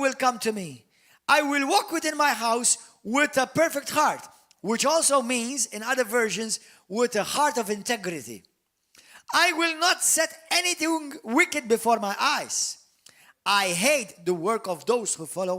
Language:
English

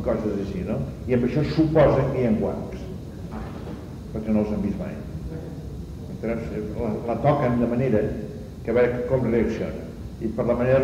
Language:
Catalan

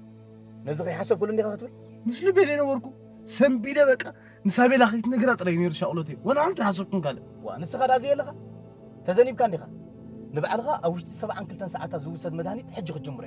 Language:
Tigrinya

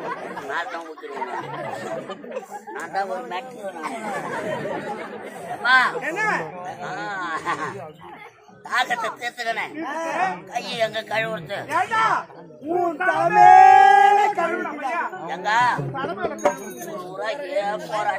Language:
Tamil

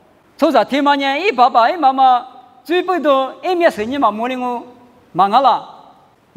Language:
Lisu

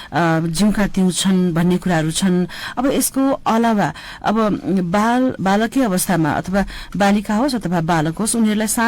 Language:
Nepali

